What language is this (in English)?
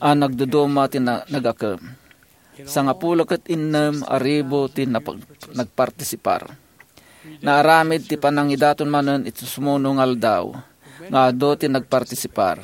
Iloko